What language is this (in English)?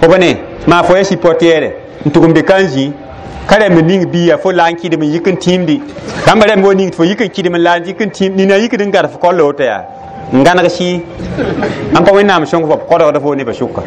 Mossi